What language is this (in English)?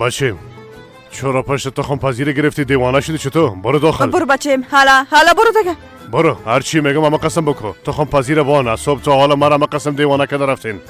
Persian